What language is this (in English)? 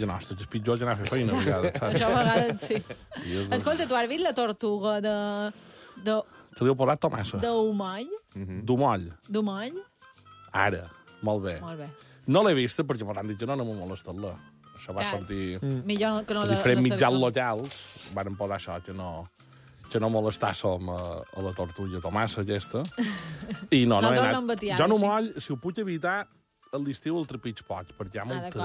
Catalan